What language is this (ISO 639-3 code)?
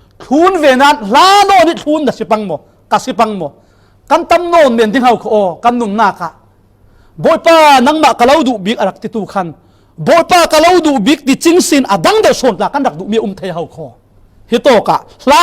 cfm